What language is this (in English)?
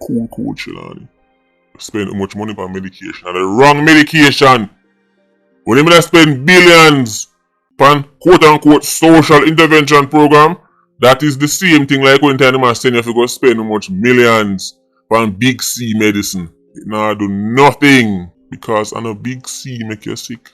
Jamaican Creole English